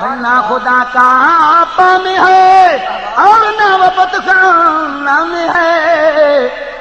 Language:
Saraiki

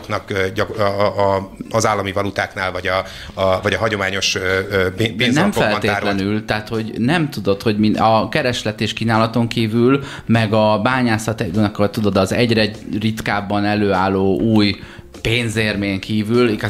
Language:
Hungarian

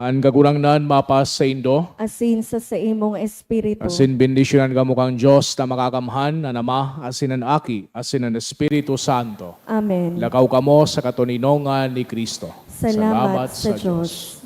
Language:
Bikol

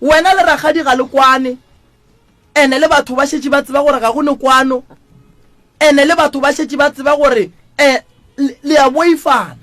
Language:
Northern Sotho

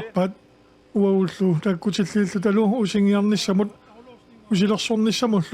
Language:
Kalaallisut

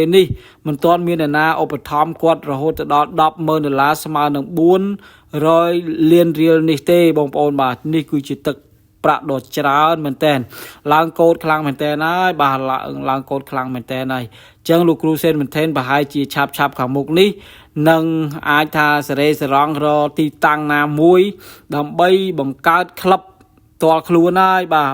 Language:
Khmer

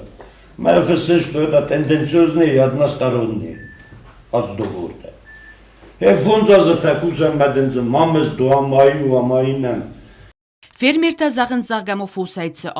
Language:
Ossetic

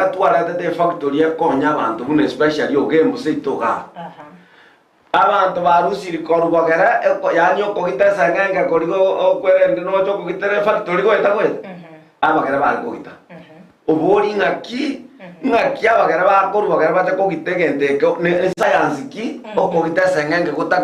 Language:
Gusii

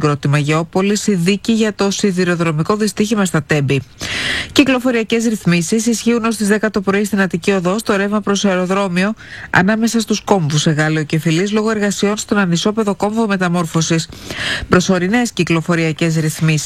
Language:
Greek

